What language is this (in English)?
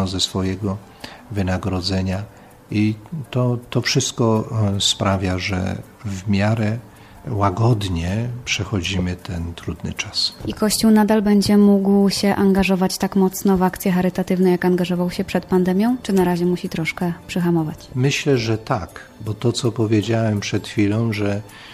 Polish